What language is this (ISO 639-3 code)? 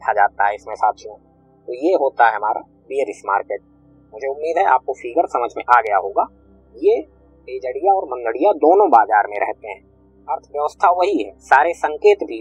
hin